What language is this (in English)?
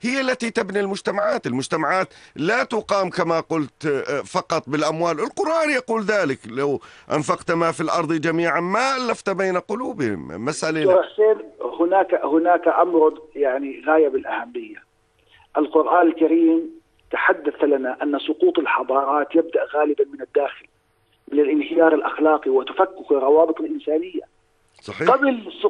Arabic